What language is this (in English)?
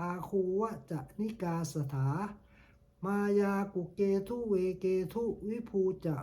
Pali